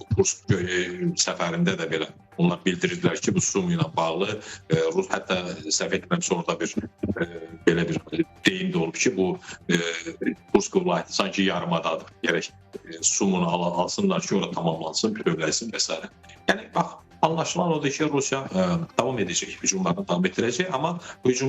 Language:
Azerbaijani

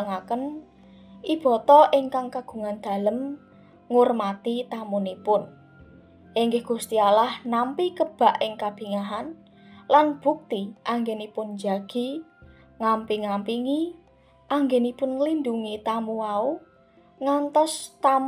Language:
Javanese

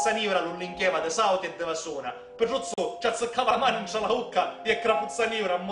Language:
Sicilian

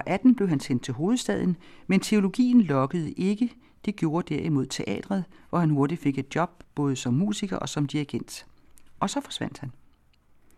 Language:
Danish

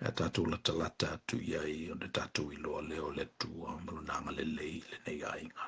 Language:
Samoan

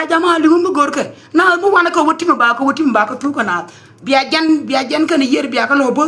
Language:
Nuer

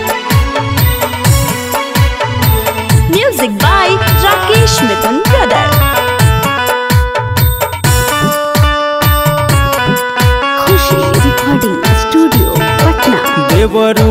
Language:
Bhojpuri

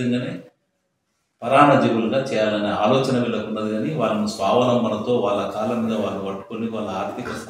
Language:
Telugu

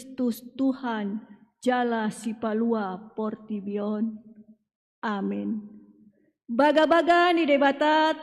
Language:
Batak Toba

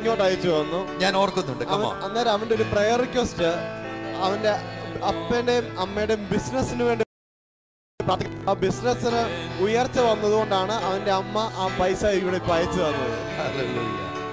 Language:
Malayalam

